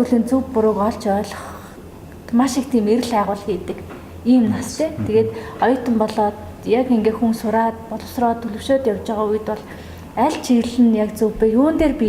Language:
Mongolian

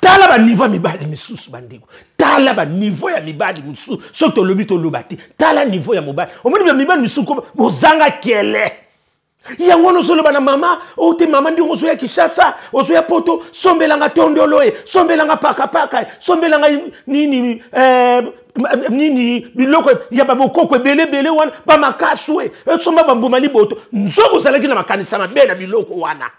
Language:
Lingala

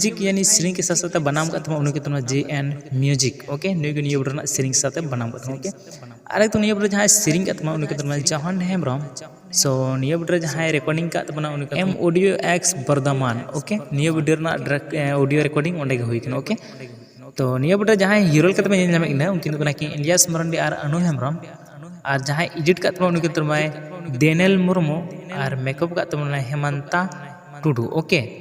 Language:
Santali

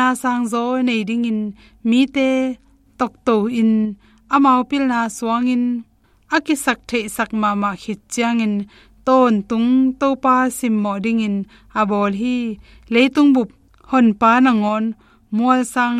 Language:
Tedim Chin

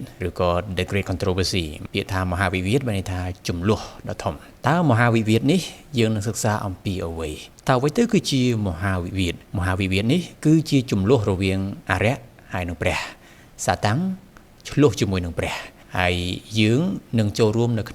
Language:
Khmer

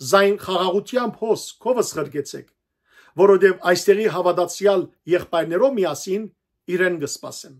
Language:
Western Armenian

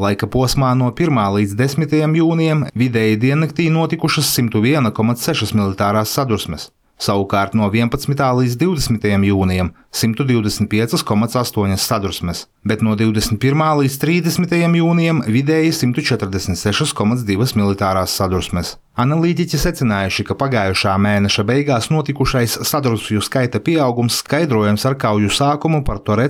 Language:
Latvian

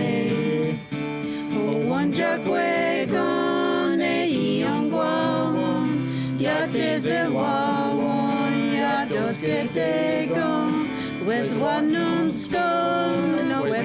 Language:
Mohawk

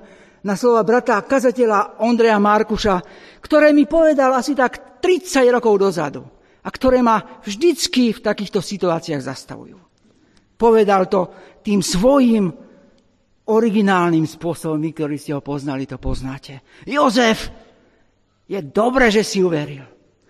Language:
Slovak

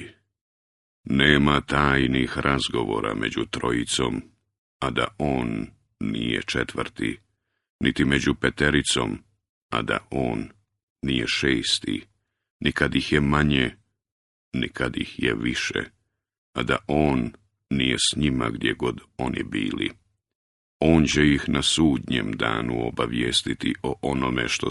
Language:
Bosnian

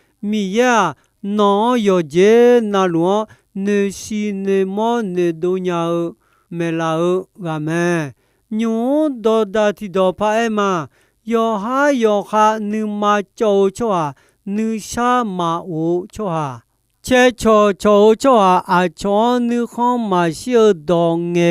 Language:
Akha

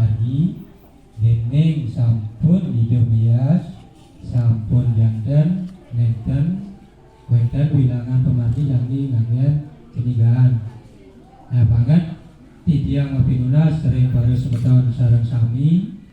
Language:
Balinese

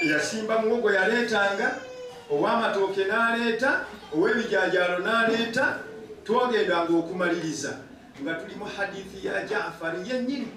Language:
Ganda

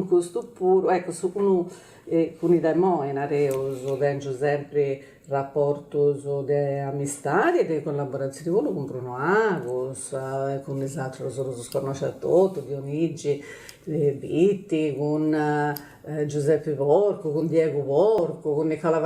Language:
Sardinian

